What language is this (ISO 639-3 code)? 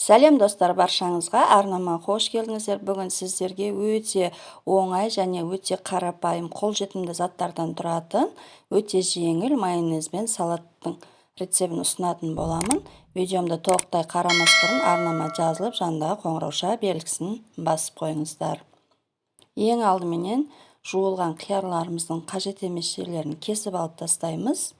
kaz